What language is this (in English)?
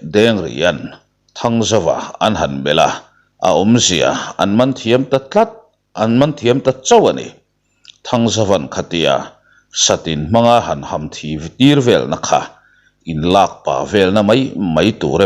Mizo